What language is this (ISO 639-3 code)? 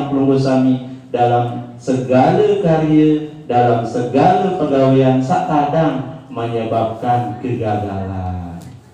sas